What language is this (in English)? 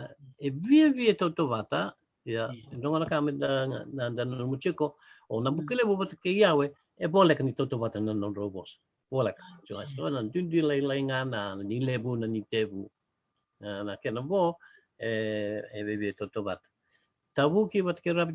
Fijian